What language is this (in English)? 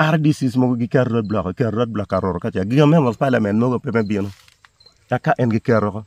Acoli